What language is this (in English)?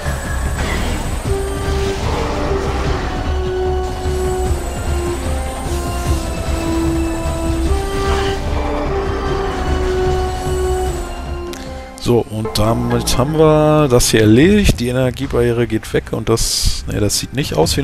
German